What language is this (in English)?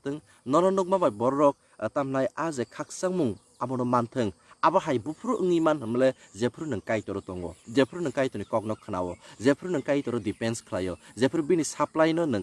Kok Borok